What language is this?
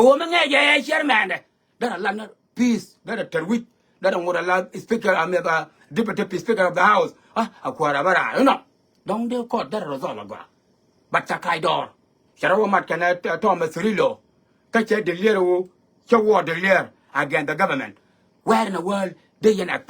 Nuer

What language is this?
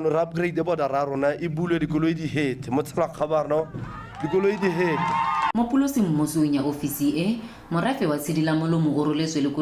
Tswana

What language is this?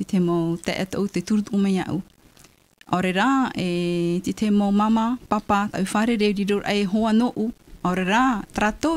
Tahitian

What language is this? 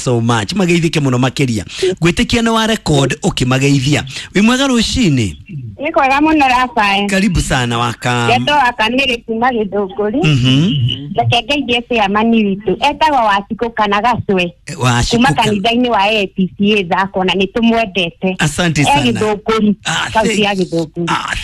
Kikuyu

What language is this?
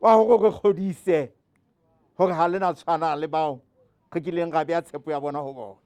Southern Sotho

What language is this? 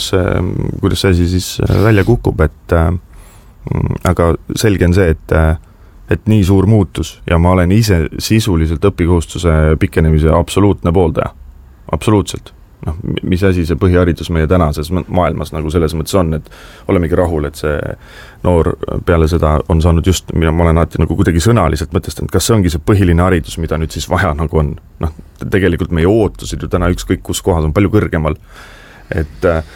Estonian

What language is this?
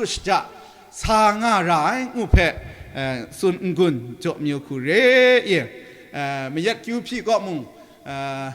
Kachin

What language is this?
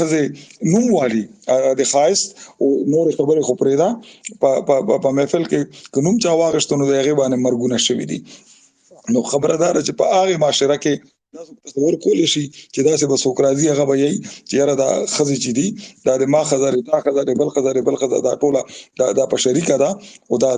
Pashto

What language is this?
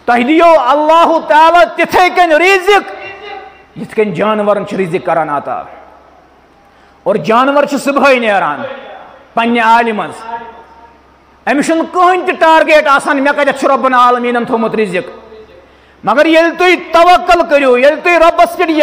Kashmiri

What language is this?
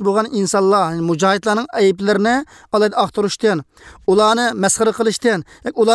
Uyghur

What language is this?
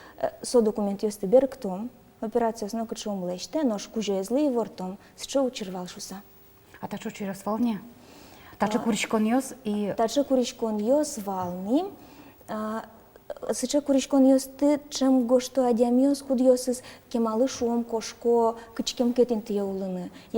Udmurt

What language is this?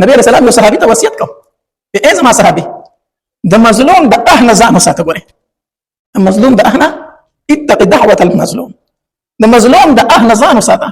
Pashto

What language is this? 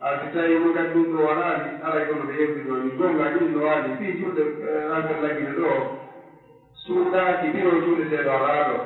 Pular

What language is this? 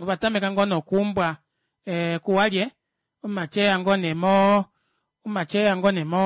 Kuanyama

